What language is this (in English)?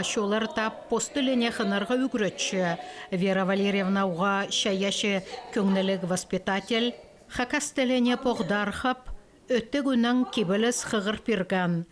Khakas